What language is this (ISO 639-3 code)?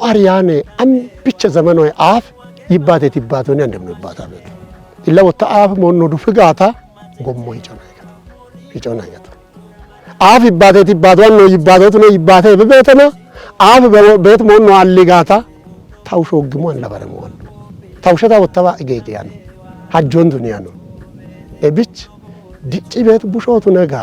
kbr